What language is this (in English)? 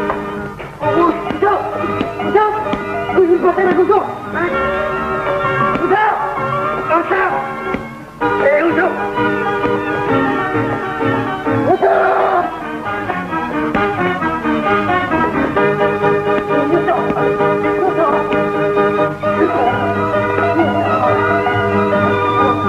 Malay